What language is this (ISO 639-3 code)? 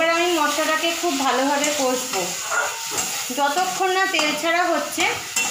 ben